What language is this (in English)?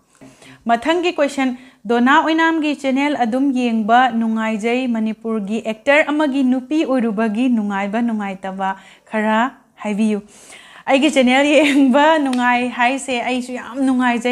Manipuri